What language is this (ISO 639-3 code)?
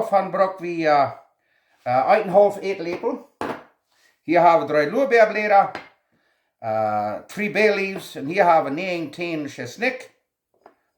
pdt